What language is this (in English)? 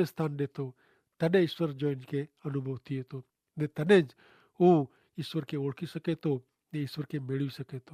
Kachhi